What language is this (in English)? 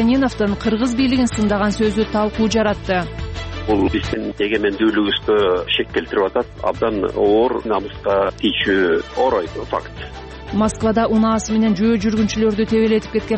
Kyrgyz